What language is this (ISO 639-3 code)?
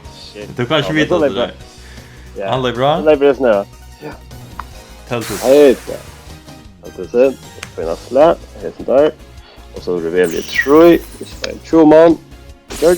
fao